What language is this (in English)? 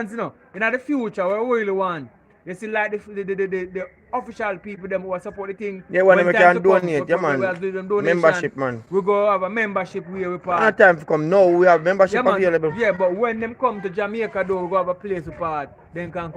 Jamaican Creole English